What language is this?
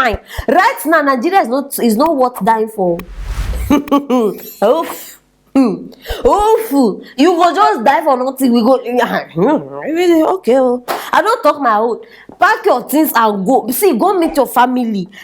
Nigerian Pidgin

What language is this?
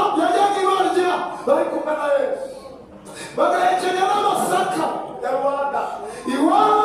Kinyarwanda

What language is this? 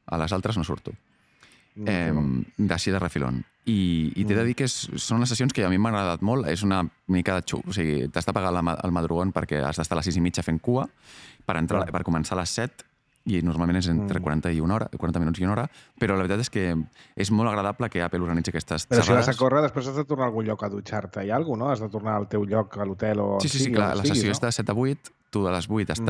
Catalan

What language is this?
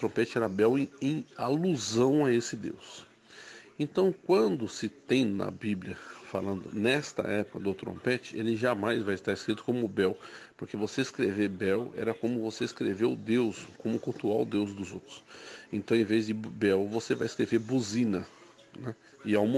Portuguese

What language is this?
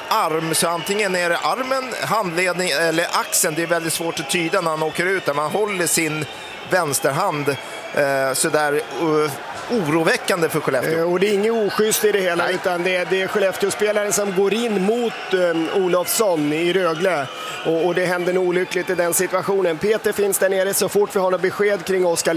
Swedish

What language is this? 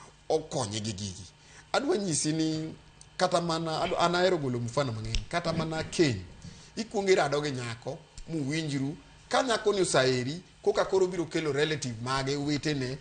Luo (Kenya and Tanzania)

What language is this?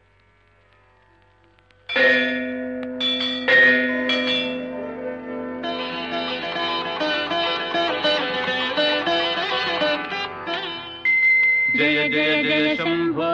Sanskrit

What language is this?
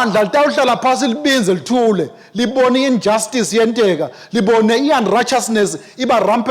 Swati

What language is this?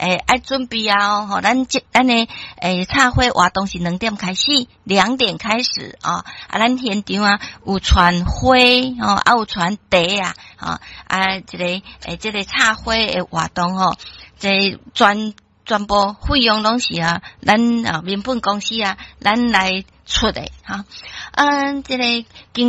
Min Nan Chinese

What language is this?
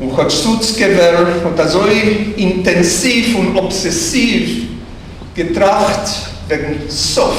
Yiddish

